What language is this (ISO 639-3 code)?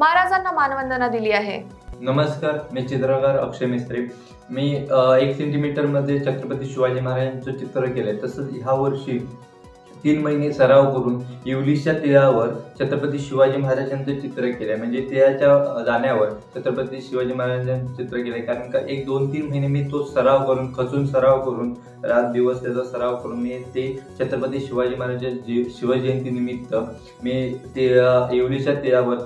mar